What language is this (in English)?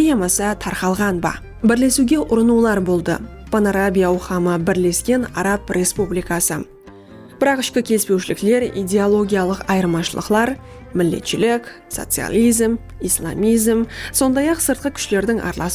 Kara-Kalpak